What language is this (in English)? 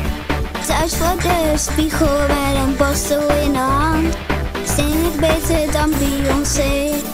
Dutch